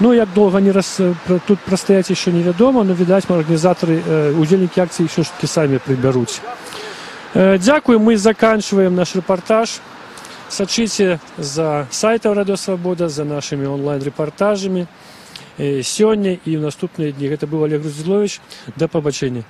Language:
Belarusian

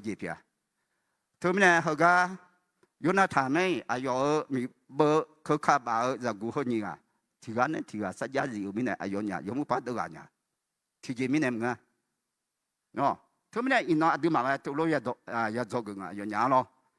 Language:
Akha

